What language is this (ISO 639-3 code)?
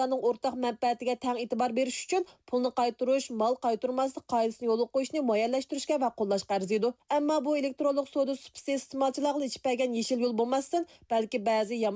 uig